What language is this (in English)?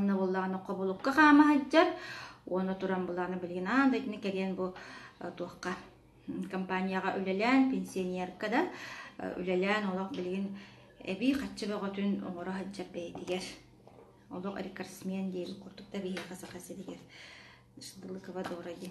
Yakut